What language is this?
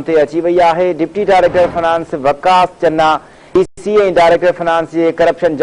Sindhi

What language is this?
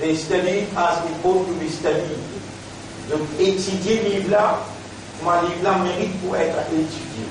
Morisyen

